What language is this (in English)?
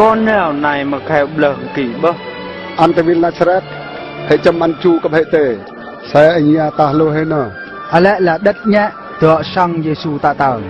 Eastern Bru